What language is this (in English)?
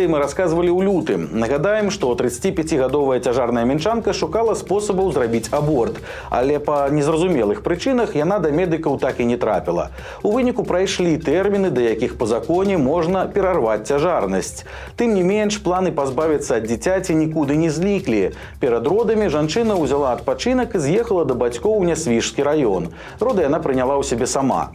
Belarusian